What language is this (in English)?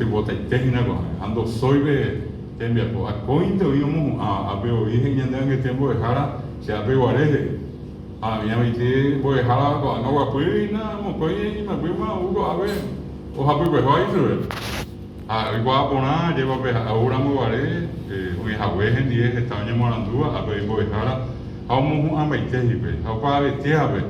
Guarani